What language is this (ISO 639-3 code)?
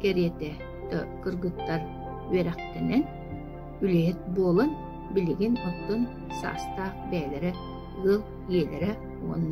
sah